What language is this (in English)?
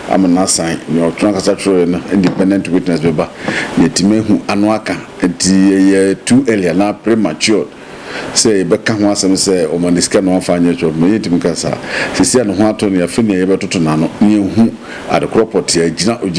Akan